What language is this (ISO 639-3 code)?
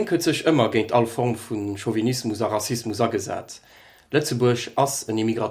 ltz